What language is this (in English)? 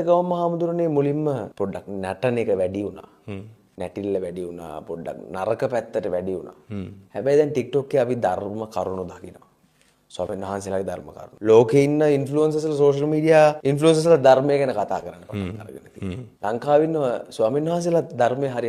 Sinhala